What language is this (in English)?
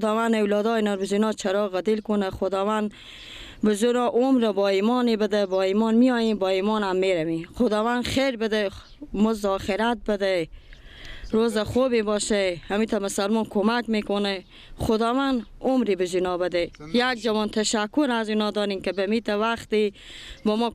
Persian